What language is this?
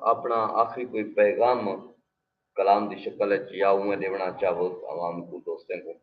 Saraiki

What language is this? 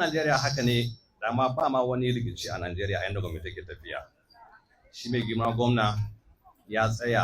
Hausa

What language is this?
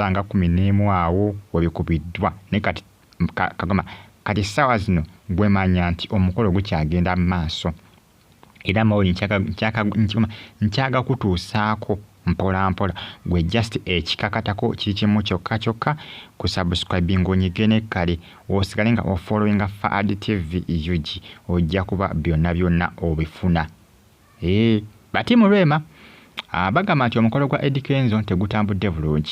Ganda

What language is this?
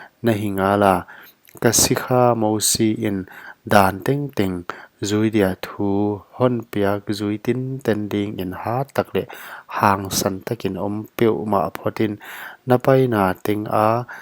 Paite Chin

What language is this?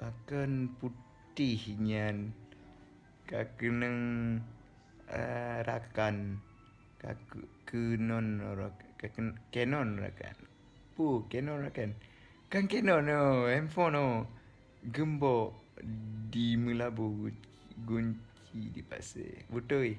Achinese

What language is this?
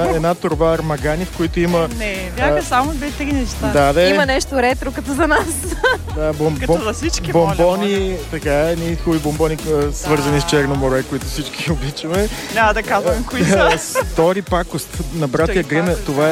Bulgarian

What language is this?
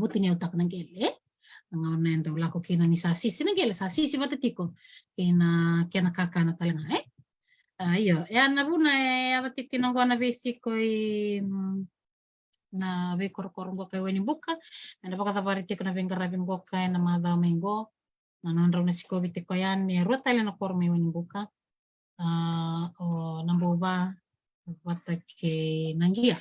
Fijian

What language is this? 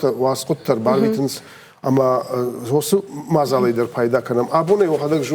Ossetic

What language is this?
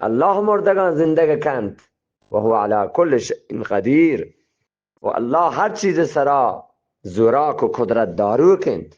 Eastern Balochi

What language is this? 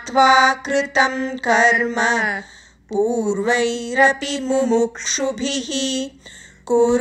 Sanskrit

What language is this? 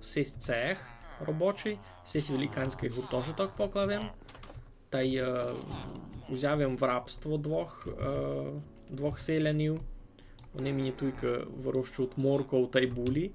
Rusyn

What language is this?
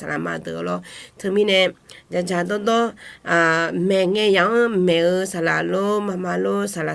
Akha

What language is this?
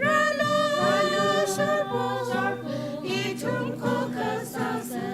Tangkhul Naga (India)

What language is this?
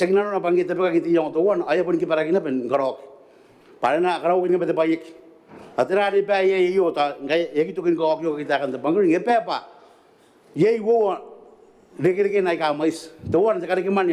Gilbertese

